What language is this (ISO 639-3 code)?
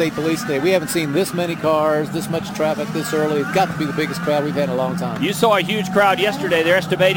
eng